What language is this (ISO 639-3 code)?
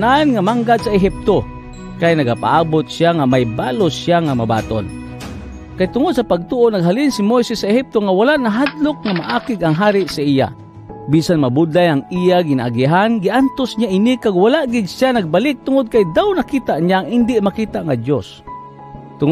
hil